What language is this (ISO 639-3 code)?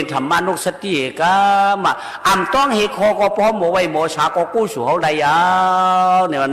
shn